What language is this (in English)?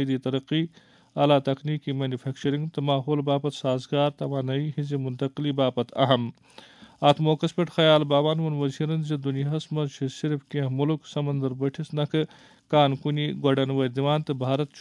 Kashmiri